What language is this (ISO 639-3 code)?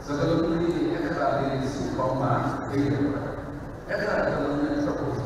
mya